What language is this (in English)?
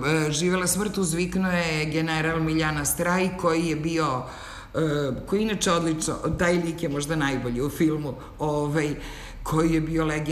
Serbian